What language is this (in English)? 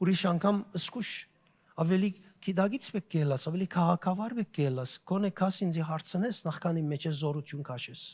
Western Armenian